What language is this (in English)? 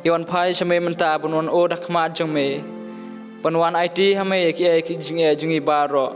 Khasi